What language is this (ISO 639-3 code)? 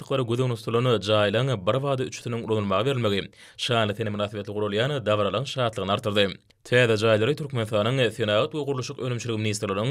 tuk